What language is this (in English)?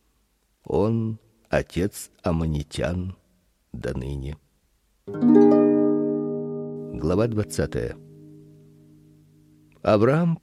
Russian